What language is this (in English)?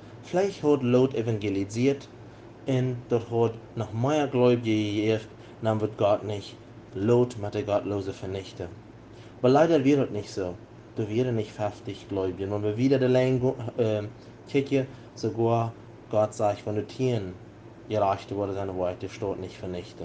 Plautdietsch